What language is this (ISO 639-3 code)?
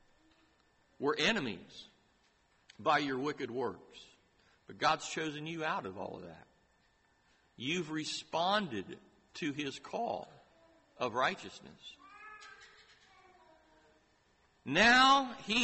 eng